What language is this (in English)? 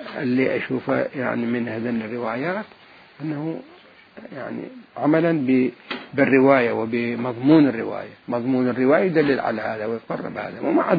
Mesopotamian Arabic